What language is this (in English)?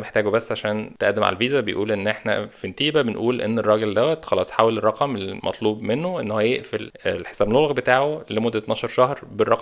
Egyptian Arabic